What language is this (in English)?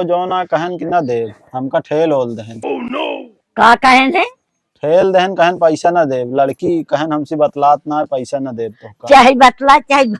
Awadhi